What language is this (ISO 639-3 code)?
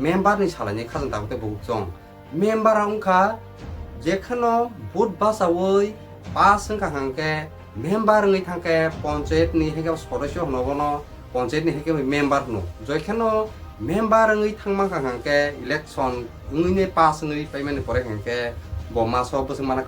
trp